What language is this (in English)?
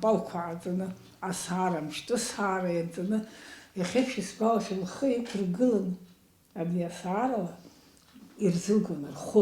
Abkhazian